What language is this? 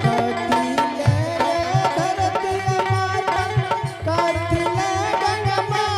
Angika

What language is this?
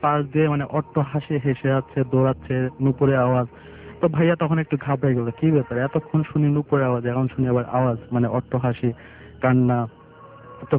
Bangla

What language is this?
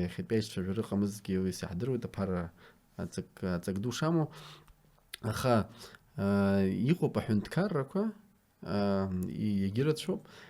Abkhazian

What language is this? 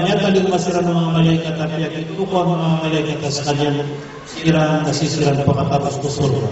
Maranao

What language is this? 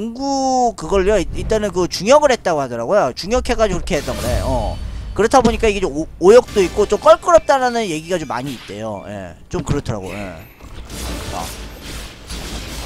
Korean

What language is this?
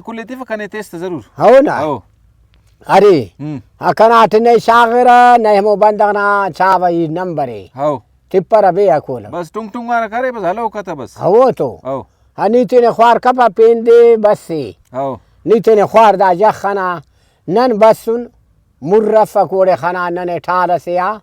Brahui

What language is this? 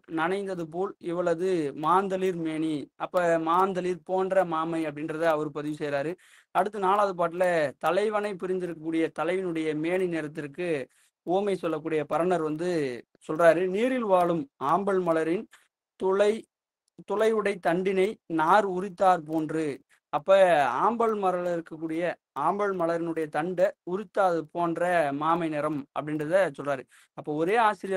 Tamil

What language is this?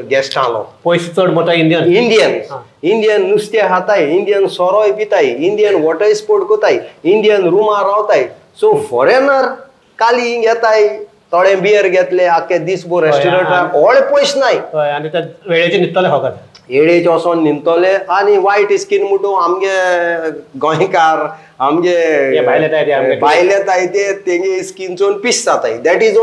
Konkani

